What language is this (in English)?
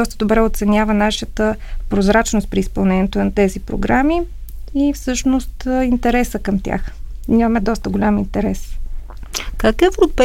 Bulgarian